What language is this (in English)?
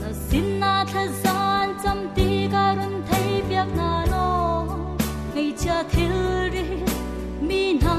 Hakha Chin